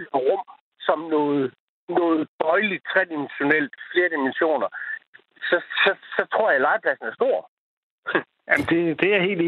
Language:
Danish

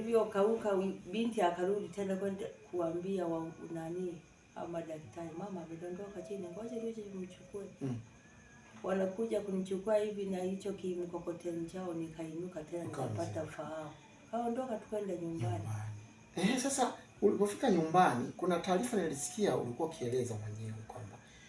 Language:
Swahili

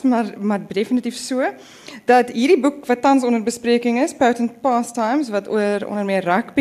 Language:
Afrikaans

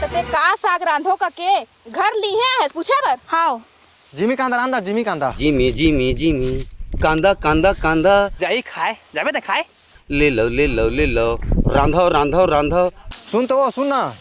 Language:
Chhattisgarhi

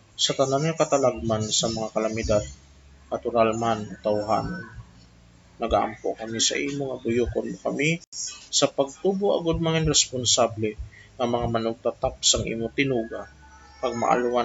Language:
Hiligaynon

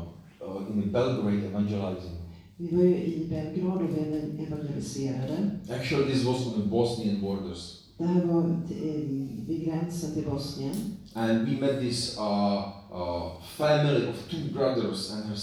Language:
Swedish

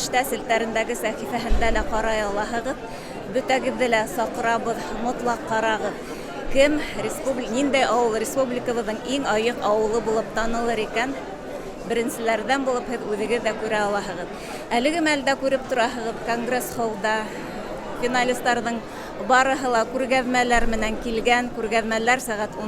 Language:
Bashkir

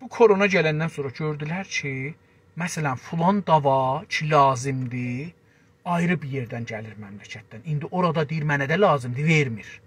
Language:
South Azerbaijani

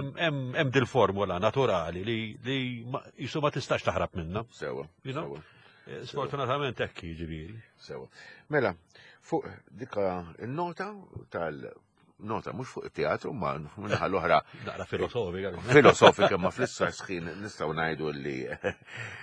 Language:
Maltese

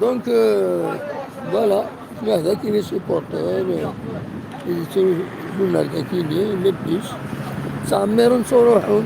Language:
Kabyle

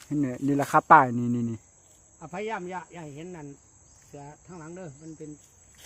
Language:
Northeastern Thai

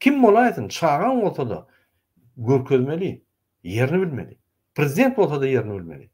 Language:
Turkmen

